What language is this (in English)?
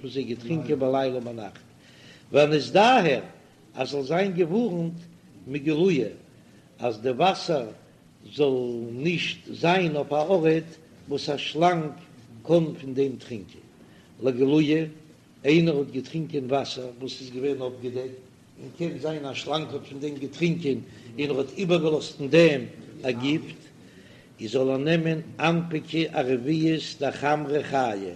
Yiddish